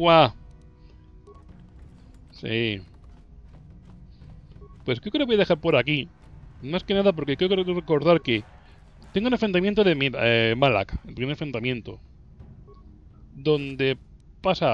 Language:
Spanish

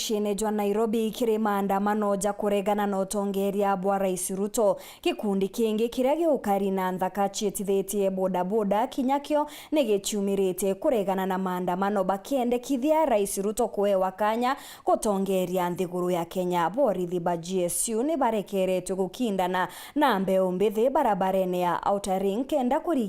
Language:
Meru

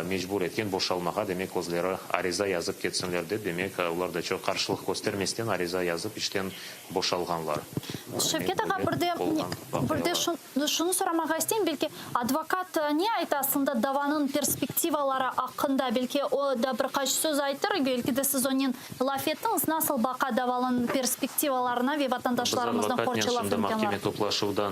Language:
Crimean Tatar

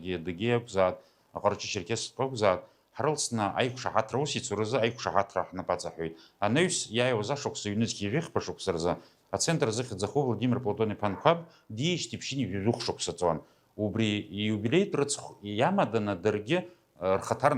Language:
Abkhazian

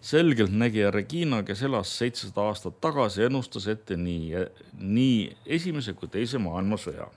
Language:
Estonian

